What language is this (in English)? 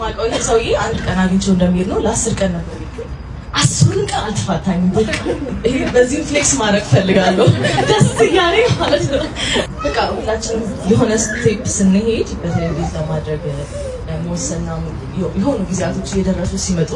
Amharic